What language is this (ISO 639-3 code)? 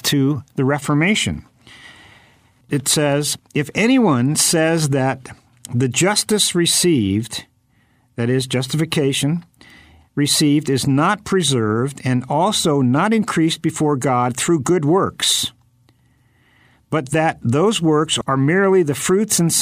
eng